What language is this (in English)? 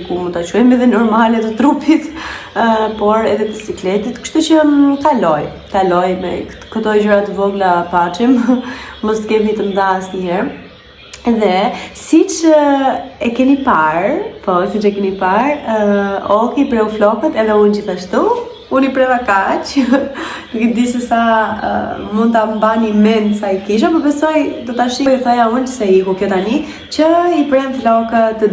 Albanian